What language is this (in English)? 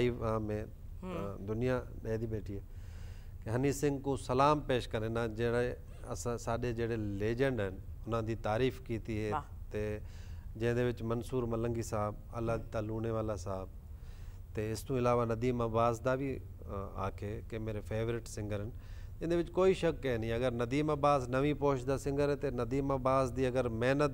Saraiki